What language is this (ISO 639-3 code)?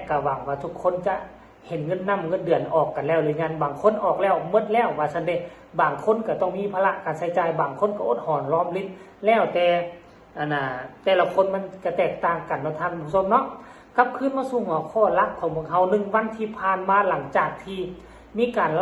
tts